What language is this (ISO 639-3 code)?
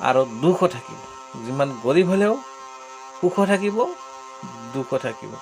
asm